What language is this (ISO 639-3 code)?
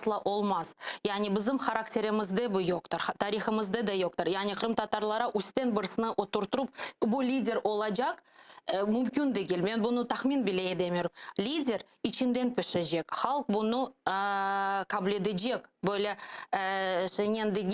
crh